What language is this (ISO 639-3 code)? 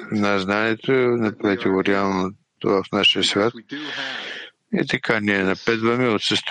bul